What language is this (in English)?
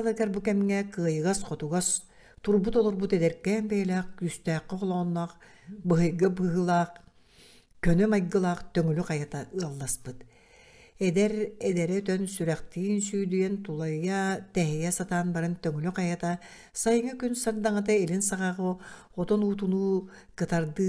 Yakut